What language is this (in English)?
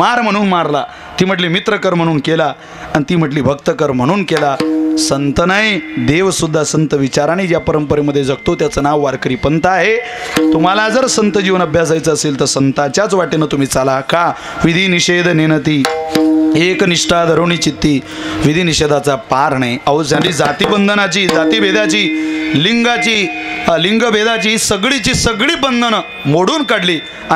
Marathi